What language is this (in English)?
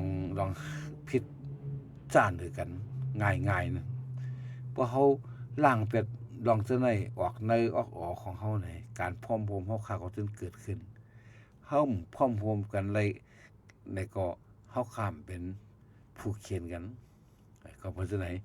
Shan